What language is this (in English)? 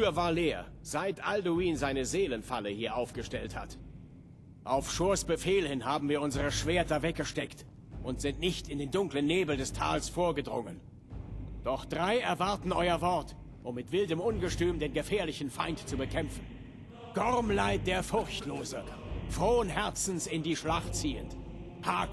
Bavarian